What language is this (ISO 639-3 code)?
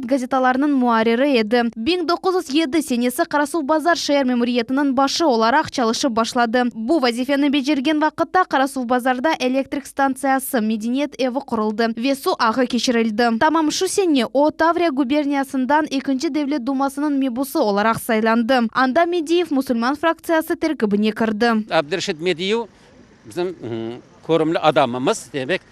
crh